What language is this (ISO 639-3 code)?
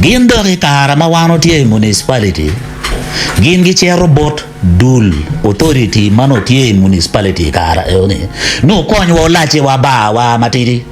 ach